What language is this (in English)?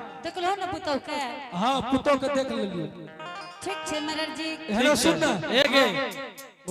Angika